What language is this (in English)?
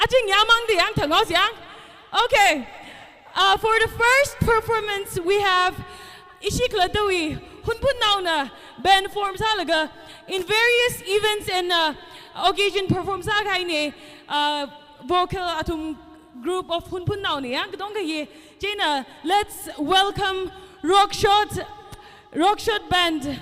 Tangkhul Naga (India)